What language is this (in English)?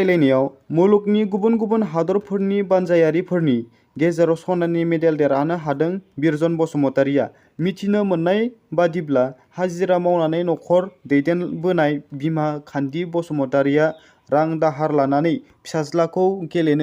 Bodo